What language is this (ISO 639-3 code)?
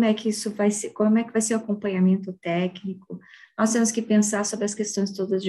por